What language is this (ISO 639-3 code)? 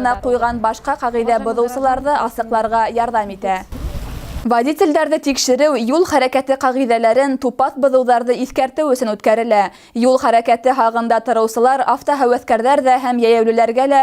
bak